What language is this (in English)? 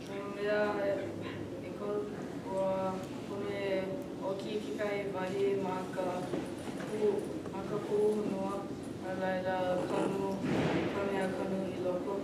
Hawaiian